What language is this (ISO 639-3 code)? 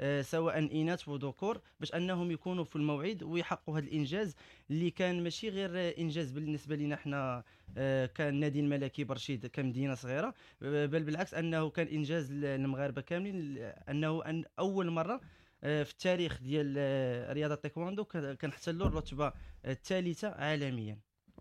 ary